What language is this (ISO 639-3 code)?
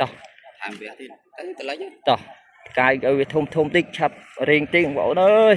khm